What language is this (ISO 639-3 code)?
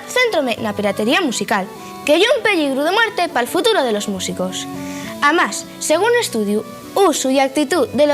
ast